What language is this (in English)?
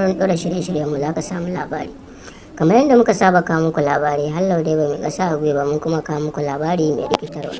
Hausa